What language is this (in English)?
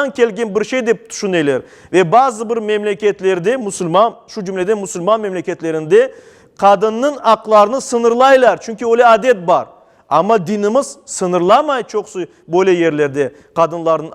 Crimean Tatar